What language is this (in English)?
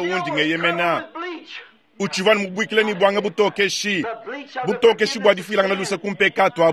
Luba-Lulua